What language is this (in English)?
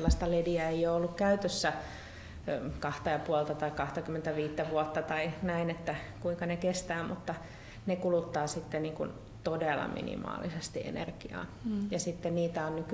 Finnish